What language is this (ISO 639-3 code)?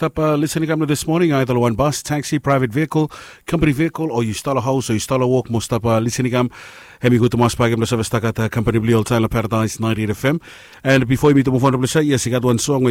bis